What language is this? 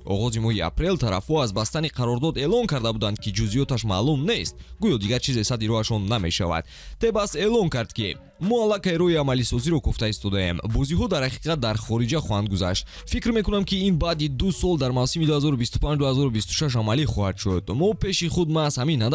Tajik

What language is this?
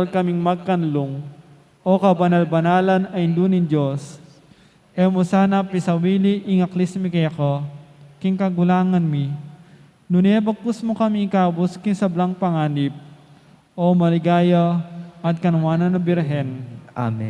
Pampanga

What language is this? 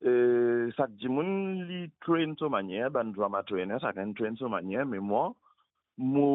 Morisyen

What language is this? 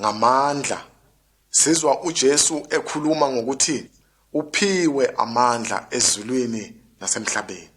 Zulu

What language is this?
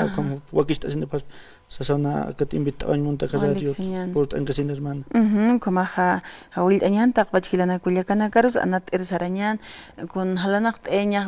Aymara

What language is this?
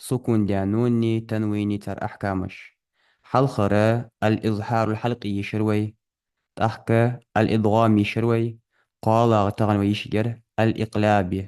Ingush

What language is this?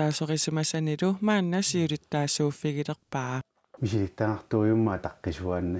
Kalaallisut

